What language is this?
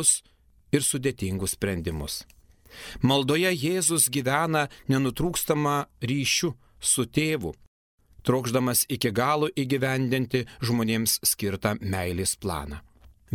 Lithuanian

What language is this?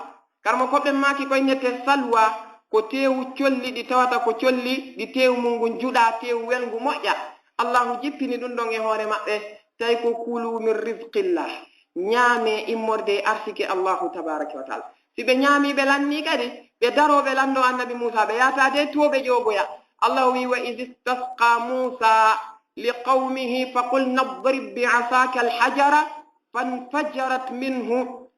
Fula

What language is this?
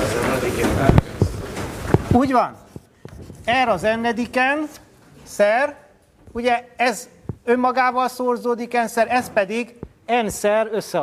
Hungarian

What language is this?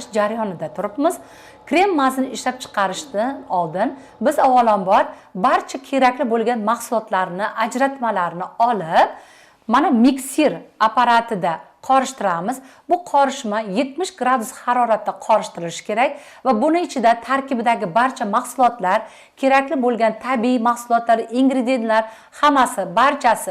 Uzbek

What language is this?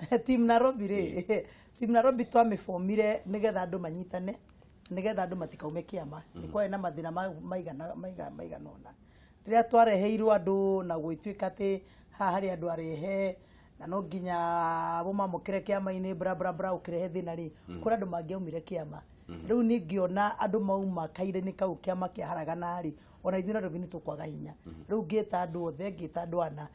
Kikuyu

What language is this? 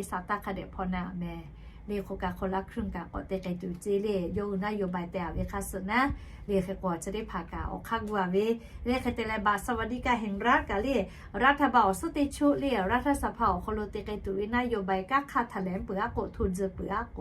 Lahu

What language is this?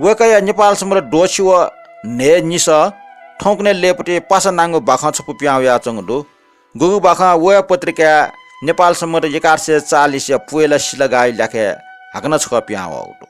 Newari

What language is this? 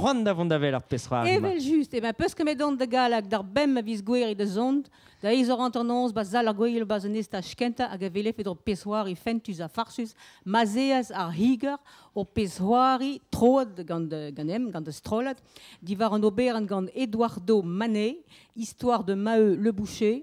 Breton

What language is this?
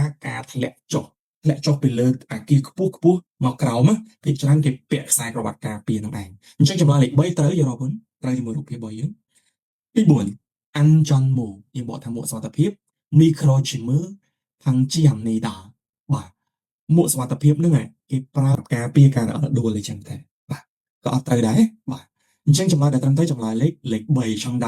Khmer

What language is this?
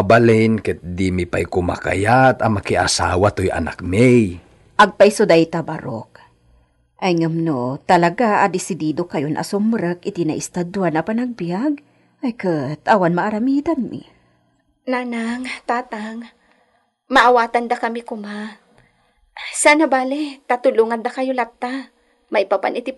Iloko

